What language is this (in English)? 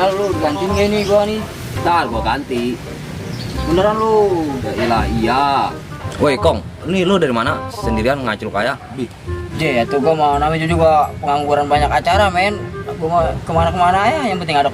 Betawi